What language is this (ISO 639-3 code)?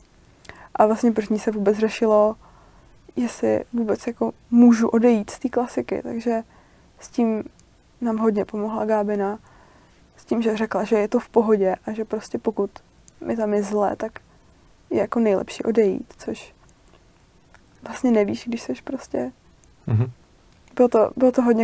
ces